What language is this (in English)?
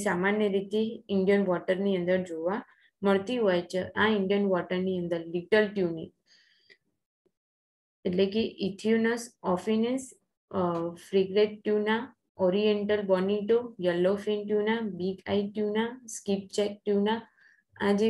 Gujarati